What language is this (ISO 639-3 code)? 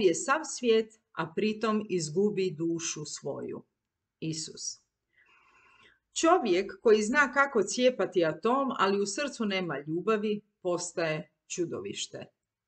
hrv